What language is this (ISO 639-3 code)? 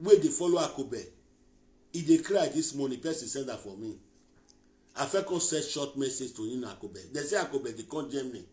pcm